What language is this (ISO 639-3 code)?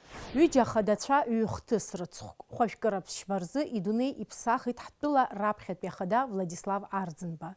abk